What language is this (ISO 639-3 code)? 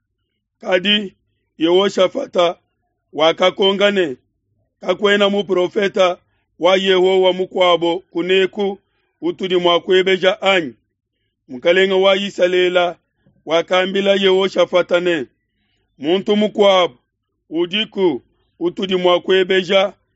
lua